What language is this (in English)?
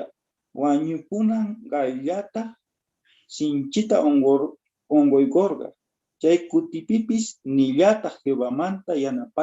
South Bolivian Quechua